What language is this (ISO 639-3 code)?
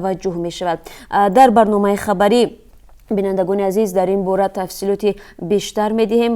tgk